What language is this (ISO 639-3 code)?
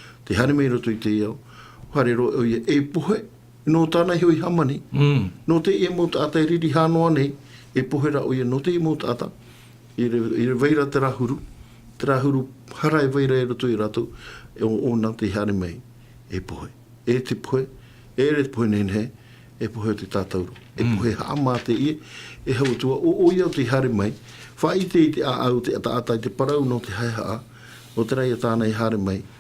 tah